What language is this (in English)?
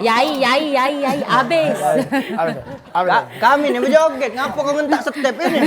Musi